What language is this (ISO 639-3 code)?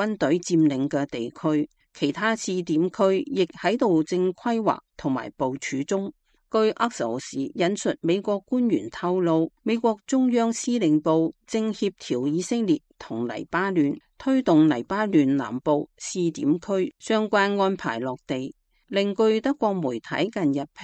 yue